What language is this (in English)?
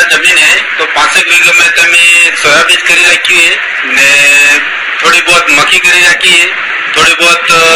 Gujarati